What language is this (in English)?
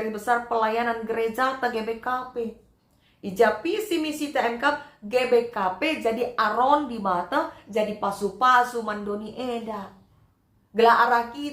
Batak Karo